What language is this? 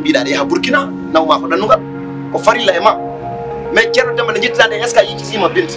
Fula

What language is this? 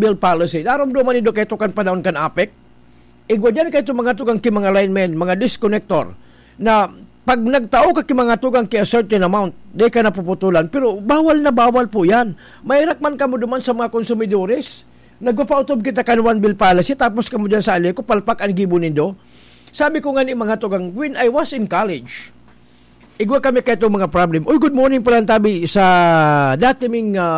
Bikol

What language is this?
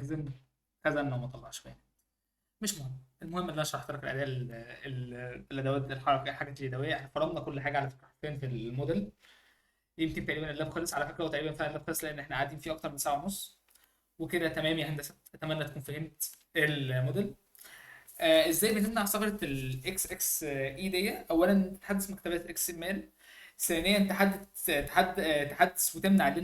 Egyptian Arabic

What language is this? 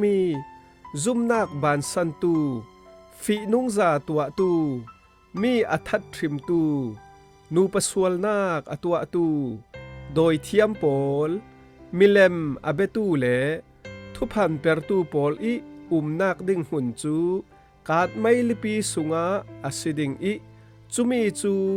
Falam Chin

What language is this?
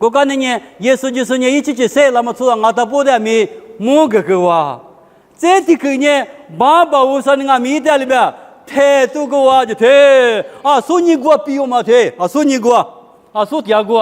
Lisu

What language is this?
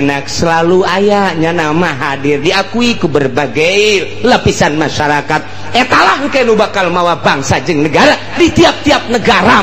Sundanese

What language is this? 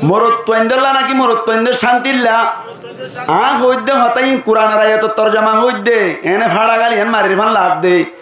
Rohingya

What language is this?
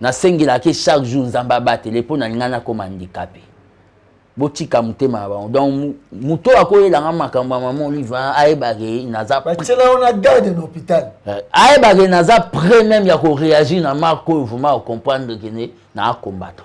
Lingala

